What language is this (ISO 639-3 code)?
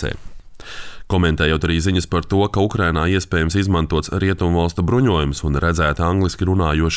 lav